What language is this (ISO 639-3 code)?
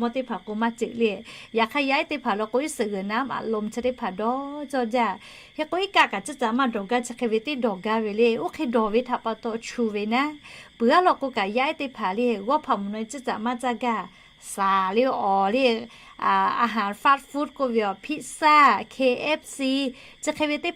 lhu